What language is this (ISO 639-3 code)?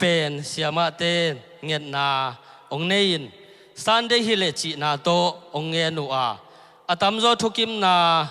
ctd